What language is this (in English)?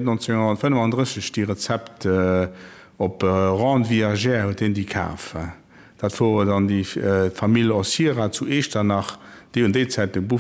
Luxembourgish